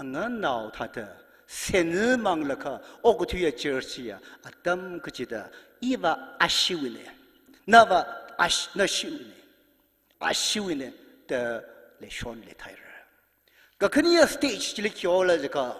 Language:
Tangkhul Naga (India)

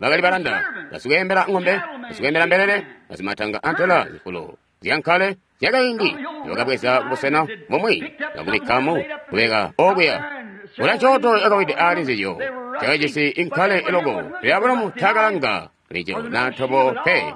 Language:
Tonga (Zambia)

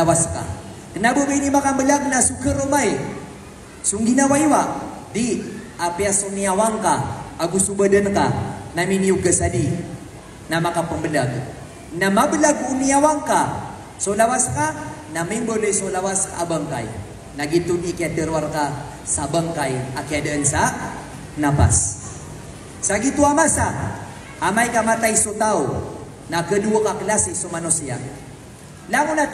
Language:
Maranao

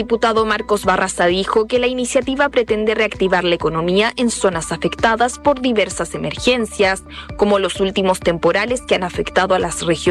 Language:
Spanish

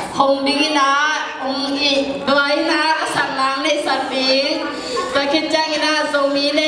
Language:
Tedim Chin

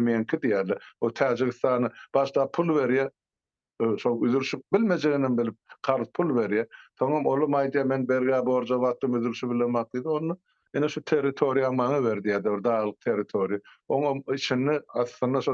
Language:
Turkmen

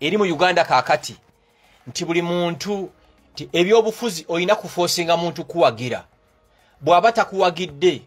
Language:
Ganda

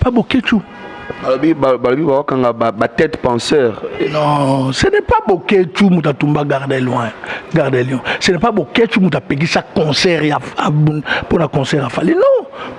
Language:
Lingala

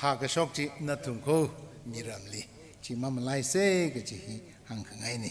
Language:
Tangkhul Naga (India)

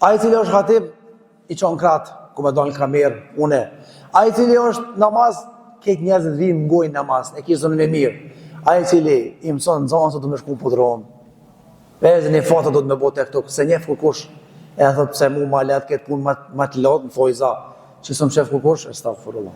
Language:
Albanian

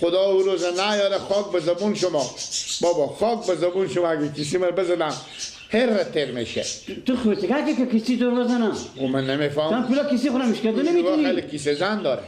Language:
Persian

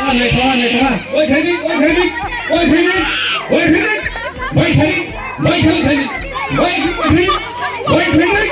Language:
Riang (India)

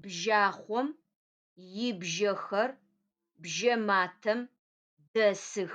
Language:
Adyghe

